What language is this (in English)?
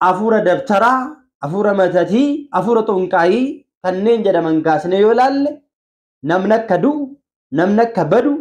Oromo